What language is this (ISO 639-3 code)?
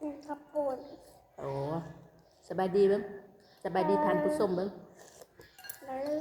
lao